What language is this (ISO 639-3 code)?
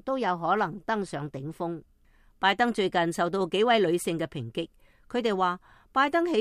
yue